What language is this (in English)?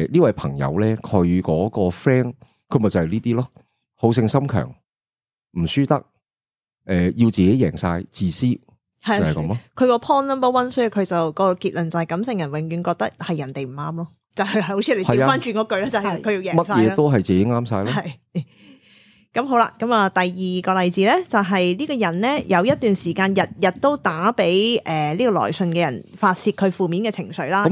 Cantonese